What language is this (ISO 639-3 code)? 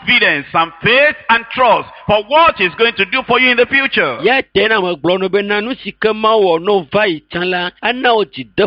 ewe